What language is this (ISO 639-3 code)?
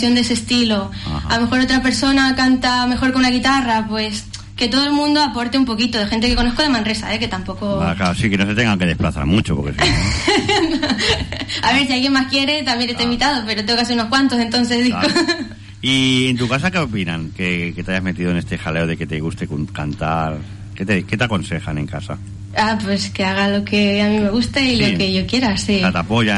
spa